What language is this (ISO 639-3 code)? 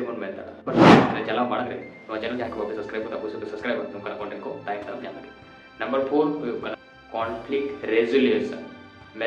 sat